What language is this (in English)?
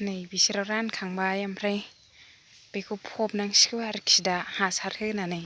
Bodo